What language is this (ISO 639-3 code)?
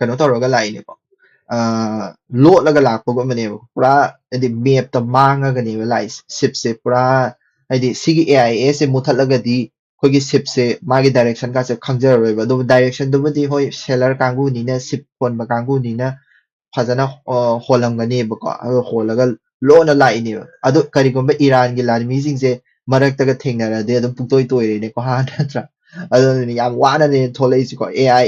mni